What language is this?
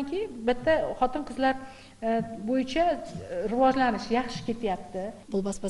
Kazakh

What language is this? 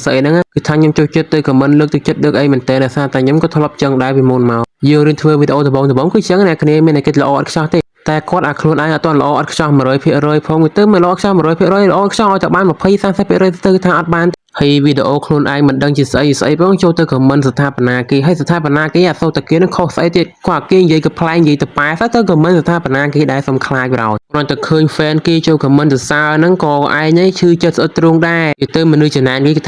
Khmer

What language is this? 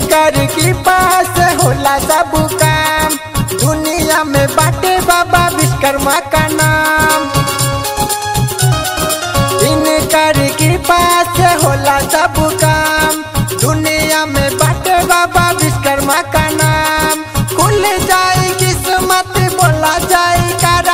Bhojpuri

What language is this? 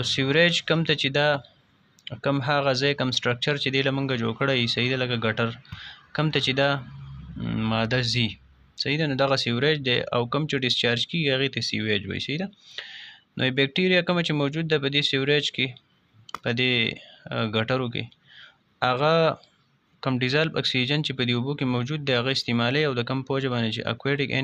Pashto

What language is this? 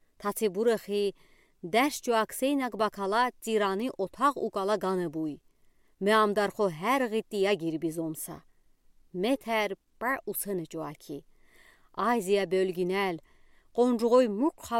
Udi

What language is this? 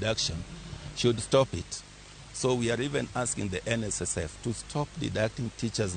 Luo (Kenya and Tanzania)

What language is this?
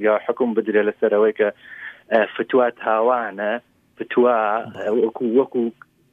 Central Kurdish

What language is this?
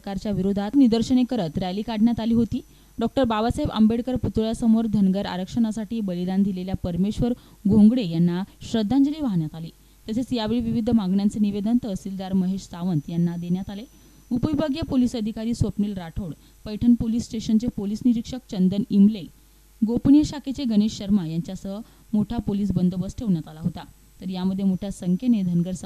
Marathi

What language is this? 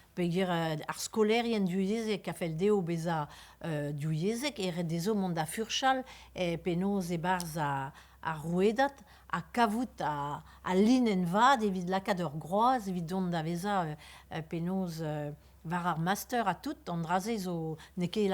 Breton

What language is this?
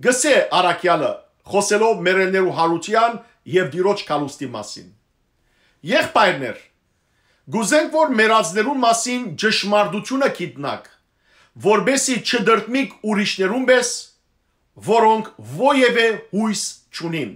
Western Armenian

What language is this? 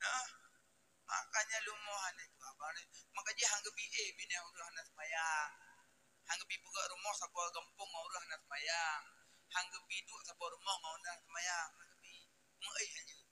Achinese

